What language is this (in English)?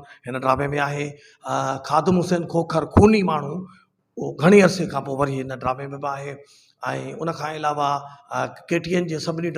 Sindhi